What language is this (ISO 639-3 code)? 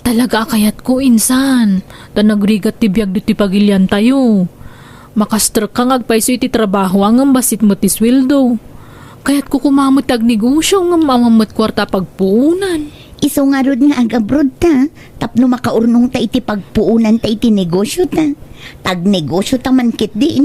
ilo